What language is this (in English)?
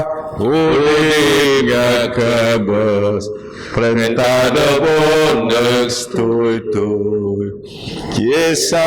Biatah Bidayuh